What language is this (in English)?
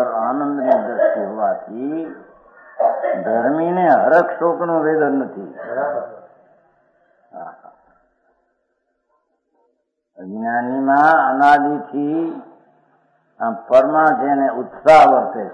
Gujarati